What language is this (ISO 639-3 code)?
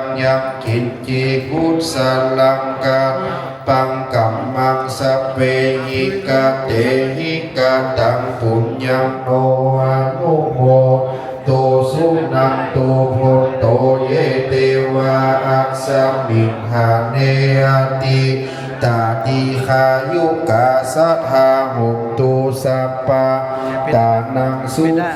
pli